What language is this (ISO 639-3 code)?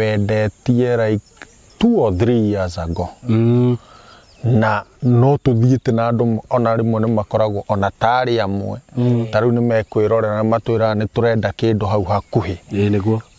kik